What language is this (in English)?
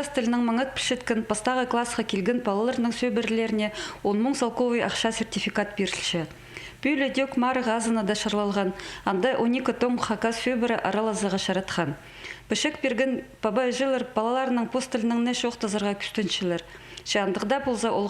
Khakas